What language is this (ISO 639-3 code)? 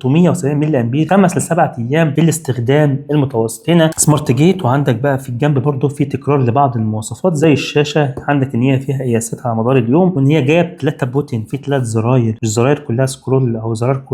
arz